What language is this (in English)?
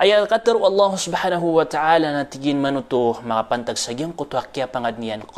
Maranao